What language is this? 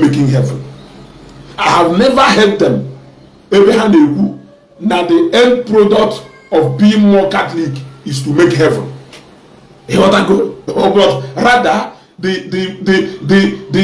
Igbo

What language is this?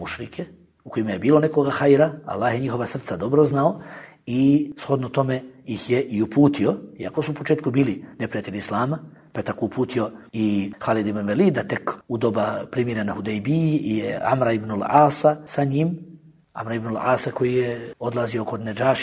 Bosnian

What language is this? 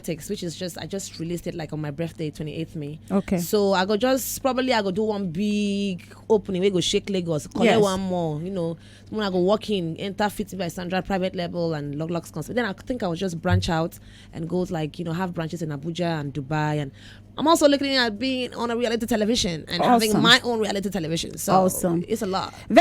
Nigerian Pidgin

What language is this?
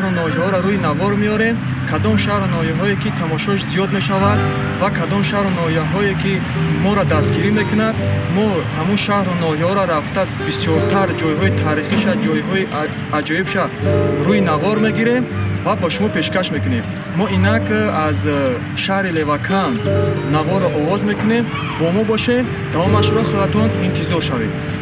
Tajik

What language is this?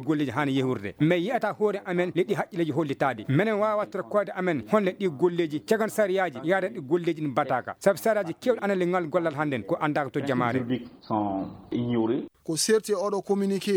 Fula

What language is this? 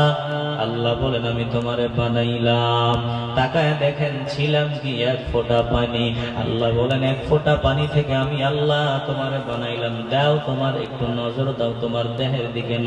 Bangla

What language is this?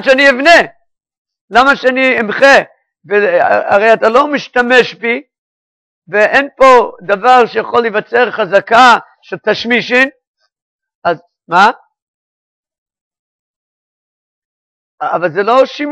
Hebrew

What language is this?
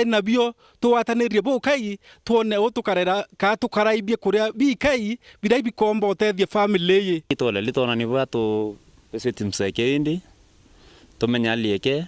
Meru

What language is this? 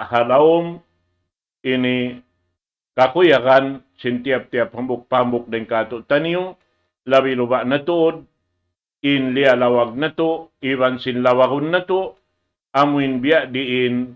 Tausug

